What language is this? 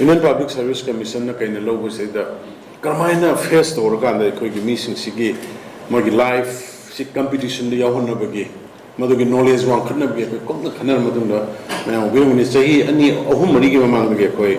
Manipuri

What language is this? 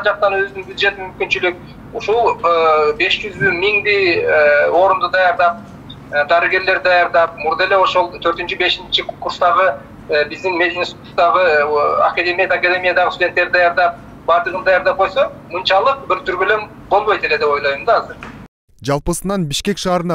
Kyrgyz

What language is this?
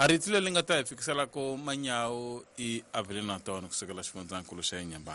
Tsonga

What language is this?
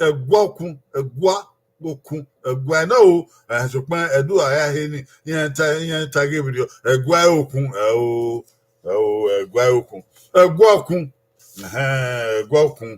Bini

